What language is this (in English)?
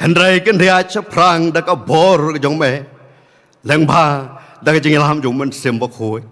Khasi